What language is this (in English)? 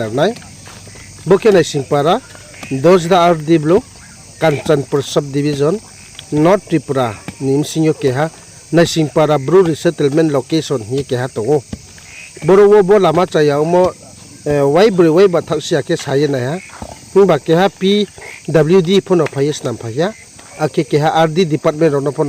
Riang (India)